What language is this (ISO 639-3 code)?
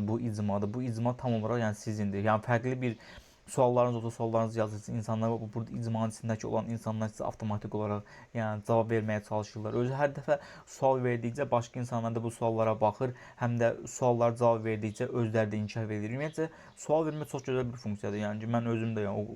aze